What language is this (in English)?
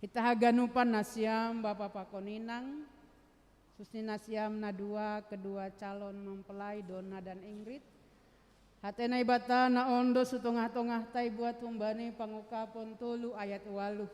Batak Simalungun